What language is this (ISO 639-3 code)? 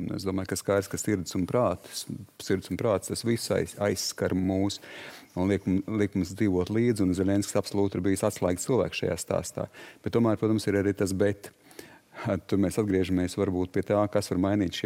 lav